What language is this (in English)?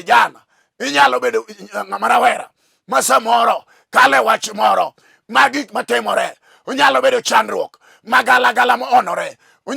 Luo (Kenya and Tanzania)